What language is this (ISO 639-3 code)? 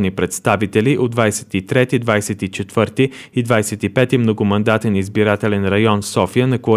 bul